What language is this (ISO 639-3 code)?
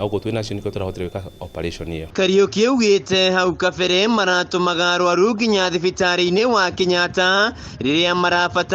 kik